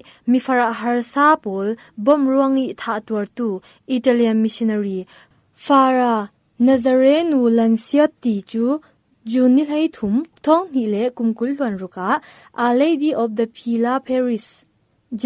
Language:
Falam Chin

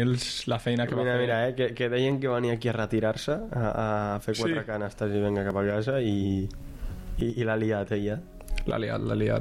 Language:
Catalan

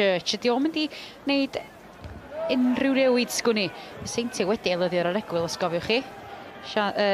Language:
Welsh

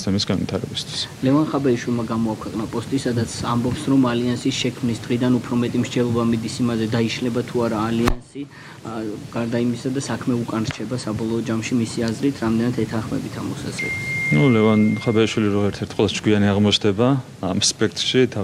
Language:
Georgian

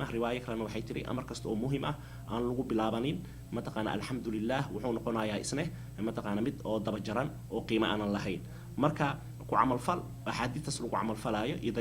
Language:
Somali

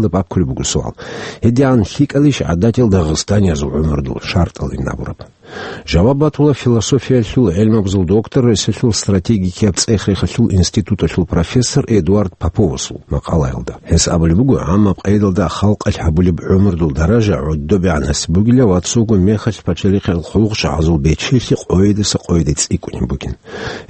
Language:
Avaric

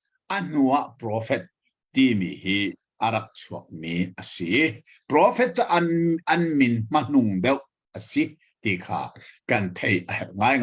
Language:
Hakha Chin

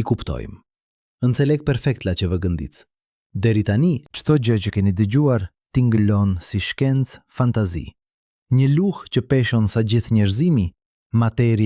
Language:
Albanian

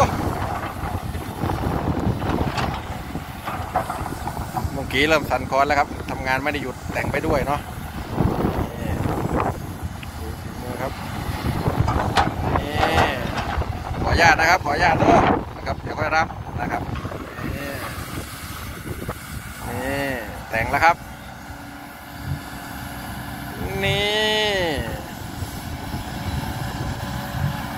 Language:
Thai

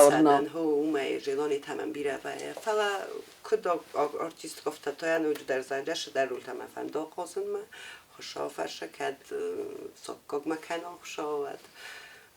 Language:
Ossetic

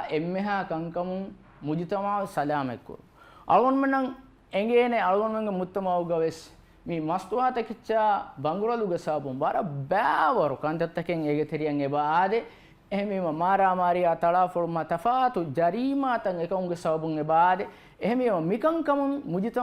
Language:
Divehi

